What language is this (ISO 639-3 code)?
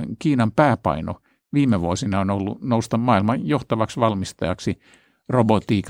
fin